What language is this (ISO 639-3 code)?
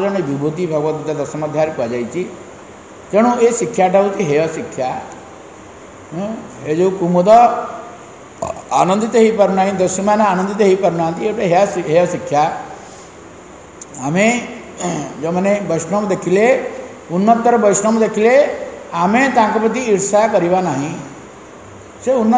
ori